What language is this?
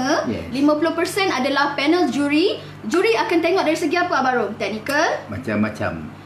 Malay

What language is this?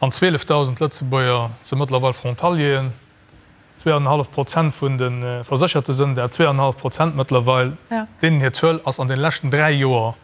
Luxembourgish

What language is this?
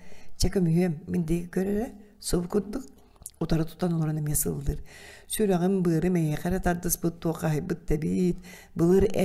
Yakut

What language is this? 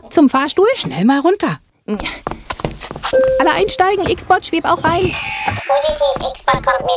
German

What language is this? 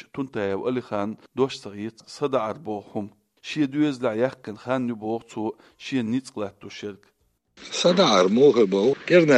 Chechen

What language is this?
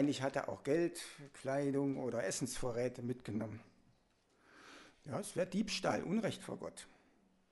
German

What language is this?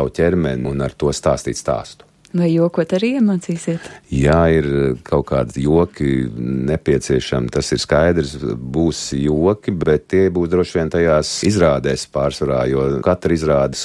Latvian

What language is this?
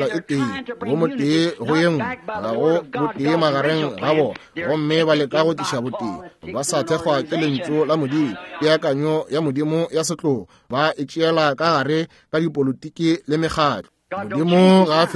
Northern Sotho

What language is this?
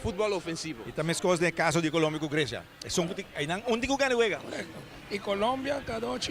Papiamento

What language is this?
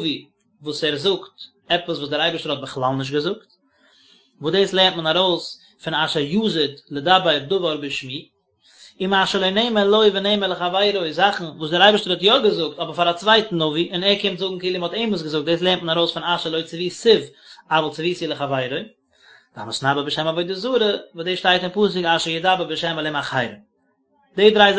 Yiddish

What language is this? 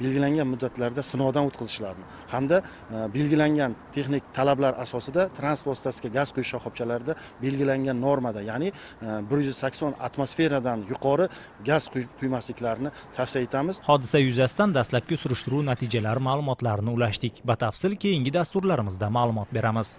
Uzbek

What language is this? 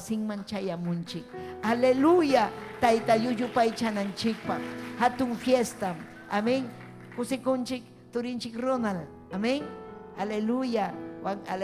Ayacucho Quechua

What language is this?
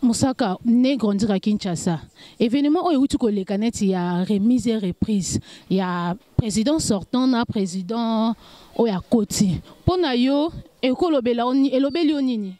Lingala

